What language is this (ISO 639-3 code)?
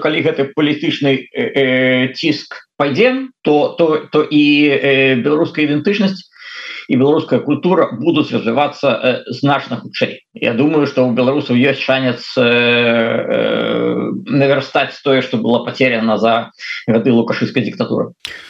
bel